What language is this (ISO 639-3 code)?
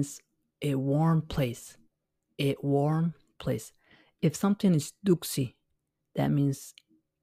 eng